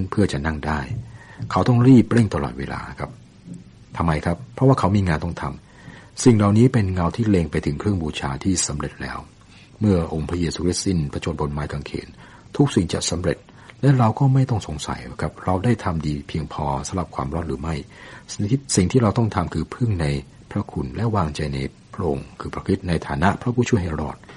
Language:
Thai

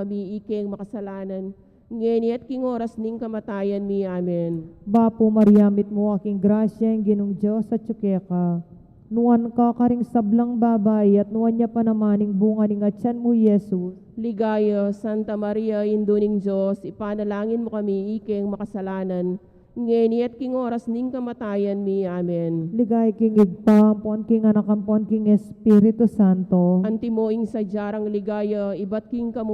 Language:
Pampanga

